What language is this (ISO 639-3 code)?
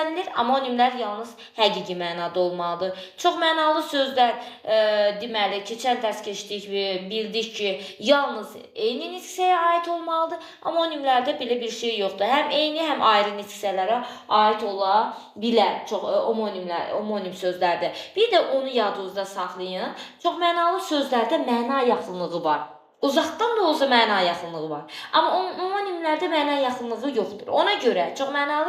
aze